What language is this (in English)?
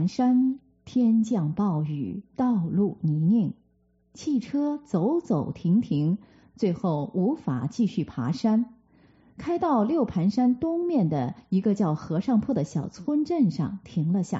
Chinese